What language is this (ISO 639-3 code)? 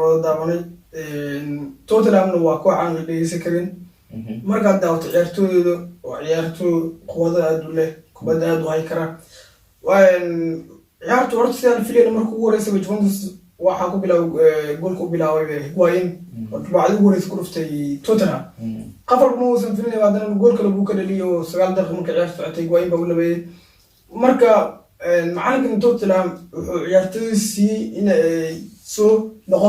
som